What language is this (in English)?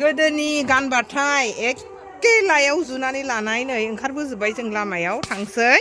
Bodo